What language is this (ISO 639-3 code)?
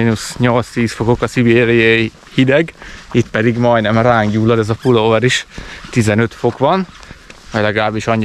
hun